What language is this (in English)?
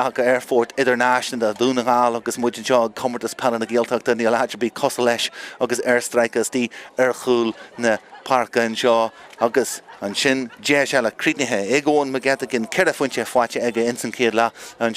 Irish